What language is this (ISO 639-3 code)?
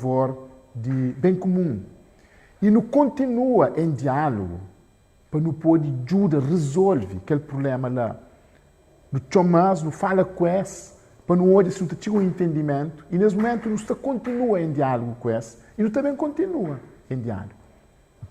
kea